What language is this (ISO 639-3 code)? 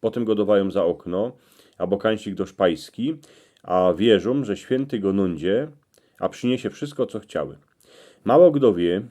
szl